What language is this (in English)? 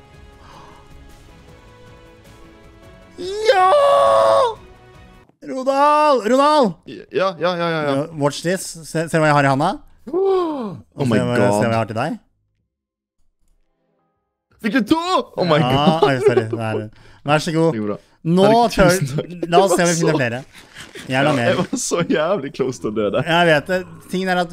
Norwegian